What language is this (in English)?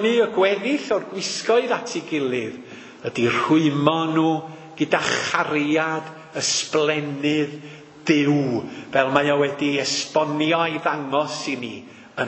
Welsh